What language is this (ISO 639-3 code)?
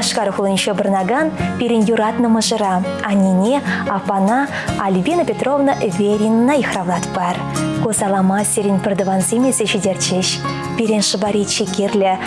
chv